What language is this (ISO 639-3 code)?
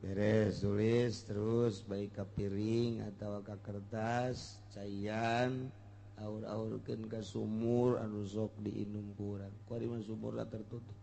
sun